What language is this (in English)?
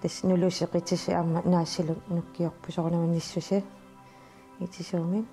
Kalaallisut